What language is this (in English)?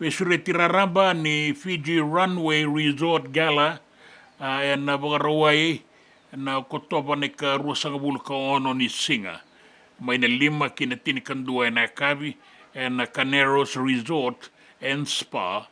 Fijian